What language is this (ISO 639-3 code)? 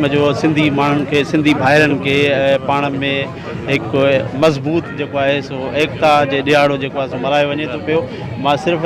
snd